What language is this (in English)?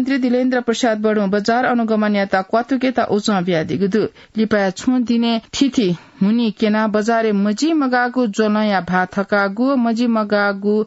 Newari